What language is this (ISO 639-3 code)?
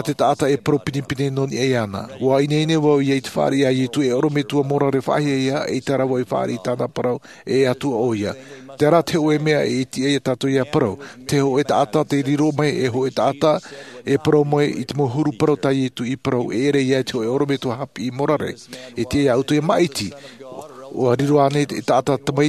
tah